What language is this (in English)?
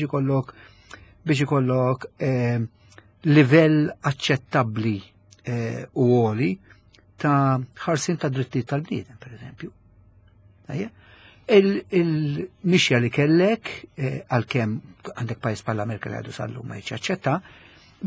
Maltese